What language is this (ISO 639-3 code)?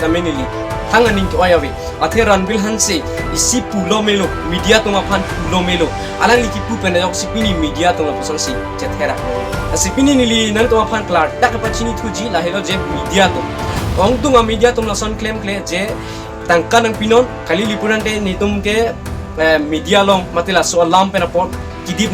mjw